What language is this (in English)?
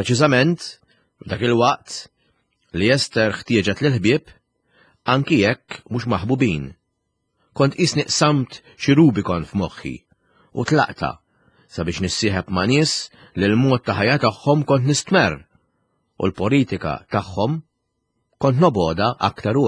Maltese